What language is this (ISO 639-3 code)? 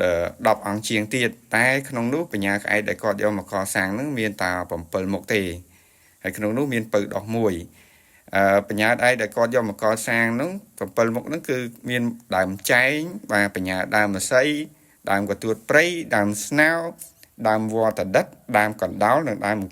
khm